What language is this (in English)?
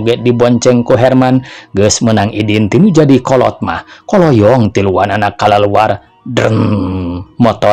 Sundanese